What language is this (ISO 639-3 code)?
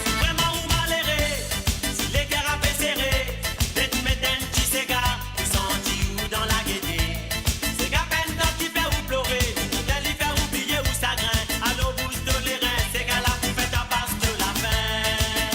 mfe